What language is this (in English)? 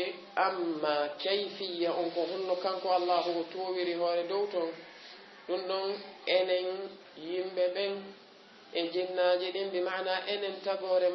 Fula